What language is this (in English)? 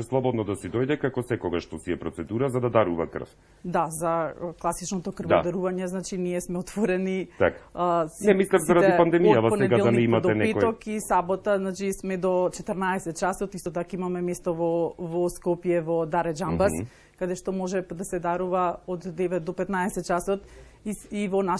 Macedonian